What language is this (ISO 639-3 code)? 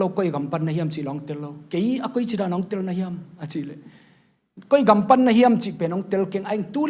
ctd